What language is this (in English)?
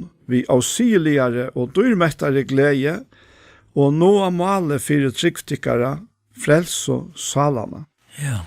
Faroese